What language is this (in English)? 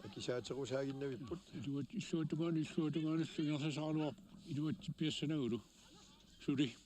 Kalaallisut